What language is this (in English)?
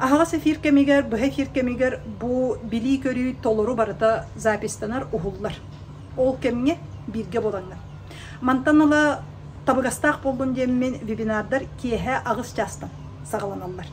Yakut